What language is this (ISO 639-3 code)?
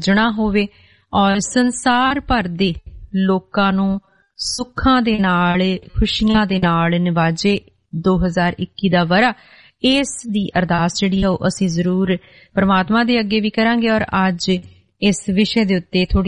pan